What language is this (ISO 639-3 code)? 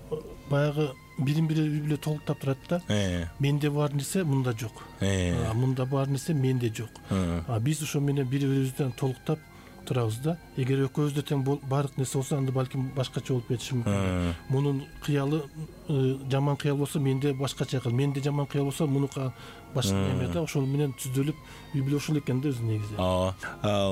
kir